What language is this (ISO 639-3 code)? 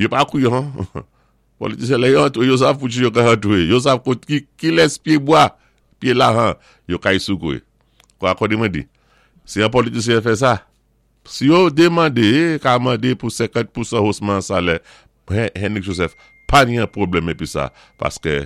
acf